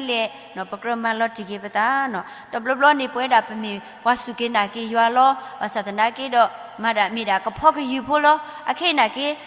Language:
S'gaw Karen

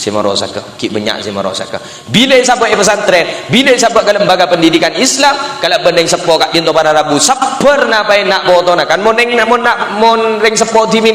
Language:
Madurese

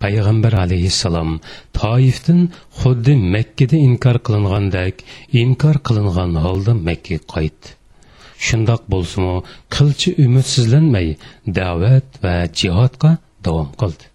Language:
Uyghur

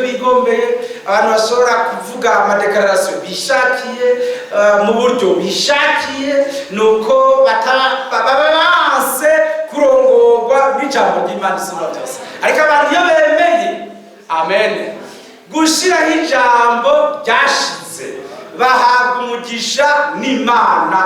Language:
Rundi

